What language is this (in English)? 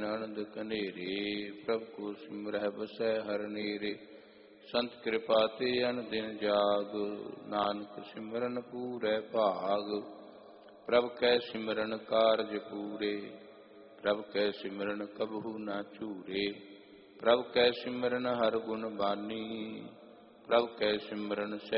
Punjabi